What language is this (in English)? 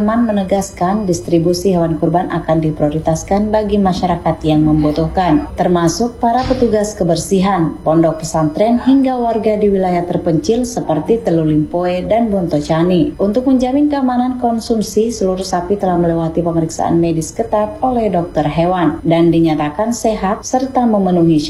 Indonesian